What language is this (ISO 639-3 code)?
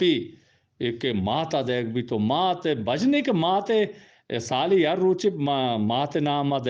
bgp